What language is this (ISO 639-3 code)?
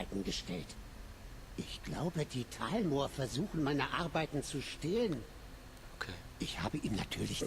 gsw